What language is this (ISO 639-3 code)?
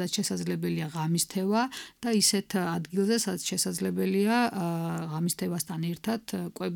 kat